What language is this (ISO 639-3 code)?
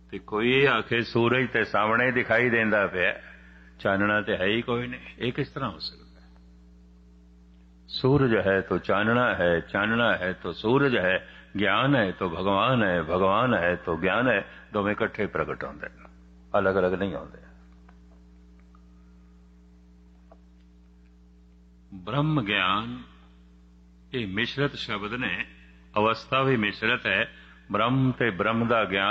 pan